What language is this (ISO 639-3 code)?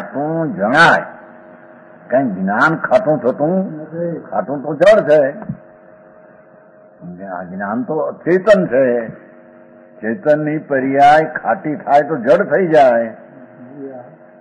guj